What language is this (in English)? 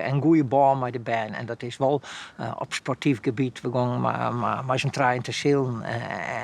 Western Frisian